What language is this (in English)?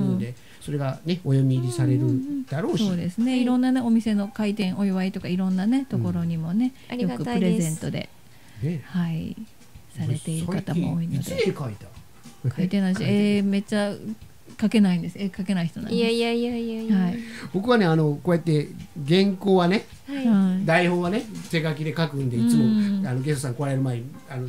Japanese